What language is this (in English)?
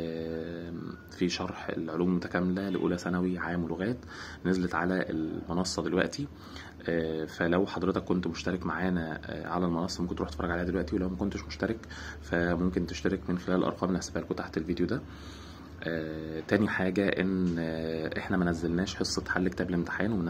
Egyptian Arabic